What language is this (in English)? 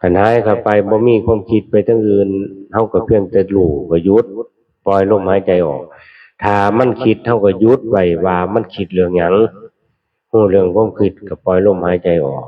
Northeastern Thai